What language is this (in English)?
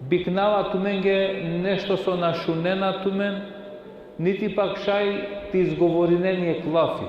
Balkan Romani